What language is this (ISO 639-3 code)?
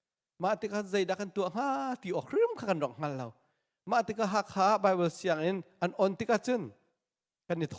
cnh